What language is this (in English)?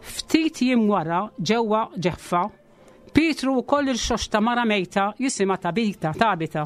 Maltese